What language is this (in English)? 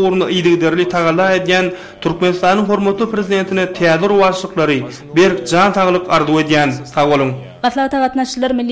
Turkmen